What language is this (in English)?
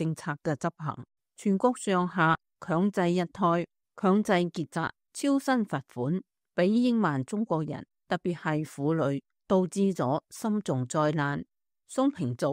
Cantonese